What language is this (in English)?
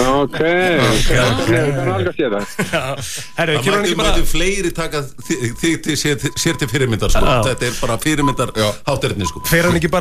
Icelandic